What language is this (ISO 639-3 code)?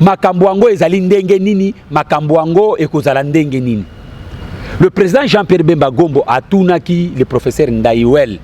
lin